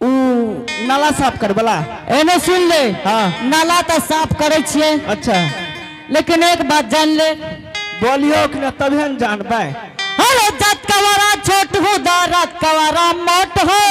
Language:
Angika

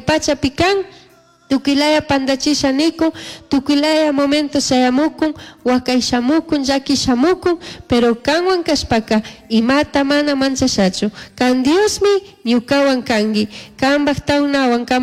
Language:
Chimborazo Highland Quichua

